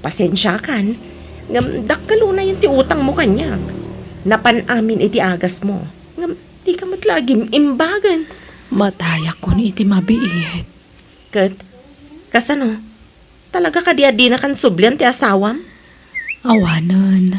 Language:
Iloko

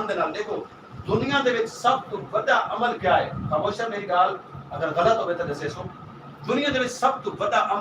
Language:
Saraiki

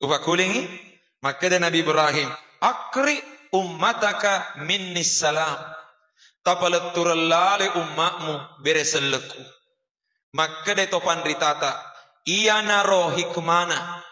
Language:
Buginese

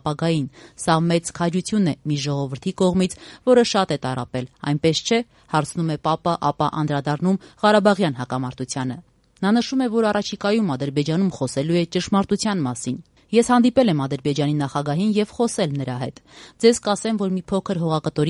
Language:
Armenian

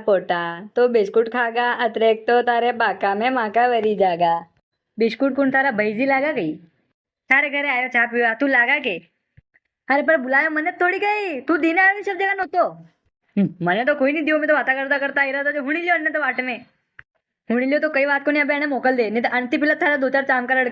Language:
Rajasthani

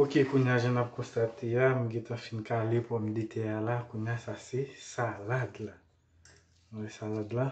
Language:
Haitian Creole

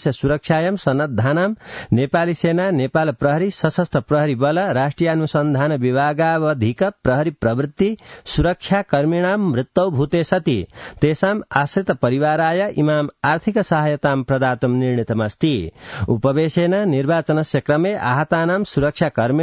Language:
Sanskrit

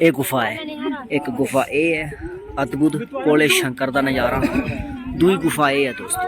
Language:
Dogri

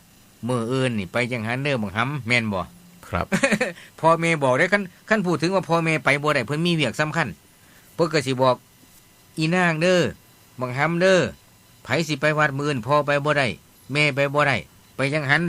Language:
Northeastern Thai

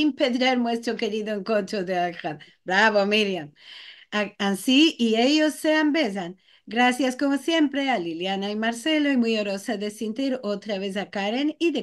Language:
Ladino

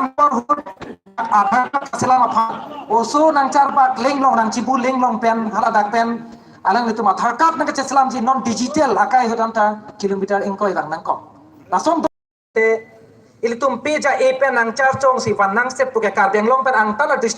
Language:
Karbi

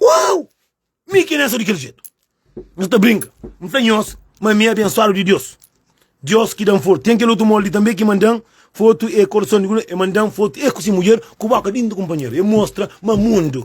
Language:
Kabuverdianu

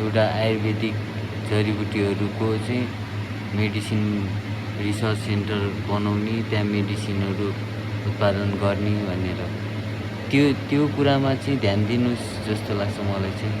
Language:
Nepali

